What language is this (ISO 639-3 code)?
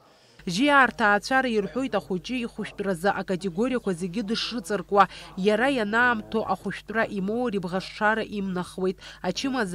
abk